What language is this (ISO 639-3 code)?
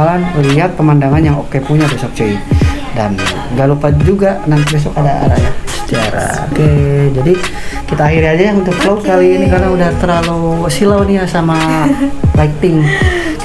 ind